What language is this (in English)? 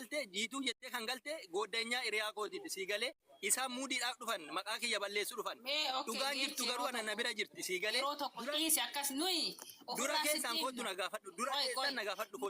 Oromo